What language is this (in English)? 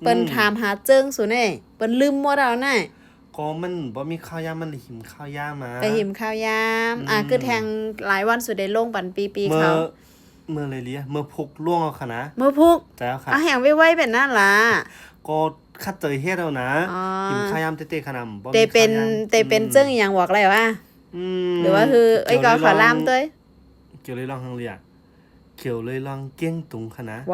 Shan